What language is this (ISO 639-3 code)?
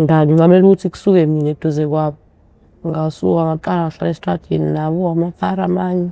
zul